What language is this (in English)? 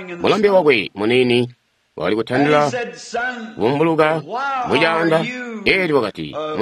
Tonga (Zambia)